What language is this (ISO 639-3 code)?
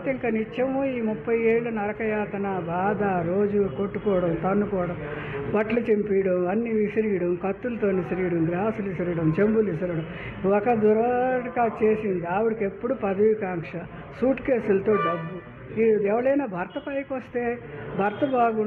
tel